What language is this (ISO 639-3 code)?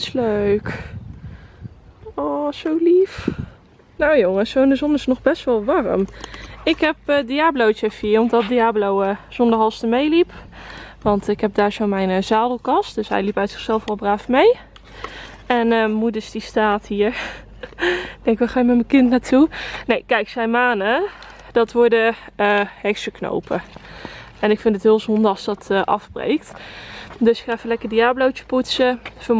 nld